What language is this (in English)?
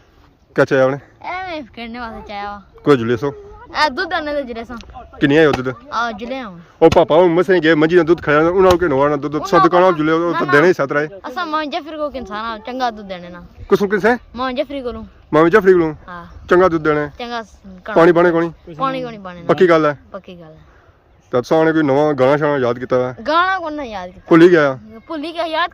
Pahari-Potwari